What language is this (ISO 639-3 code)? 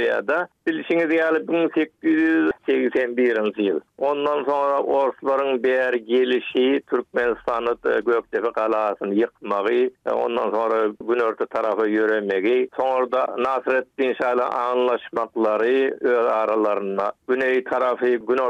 tuk